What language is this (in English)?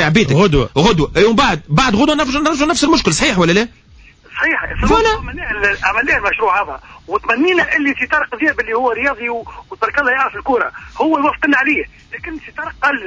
Tunisian Arabic